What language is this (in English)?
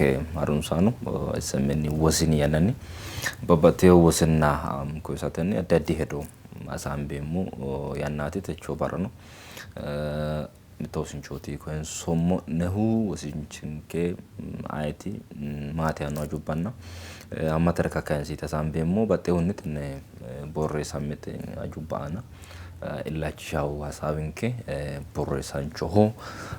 Sidamo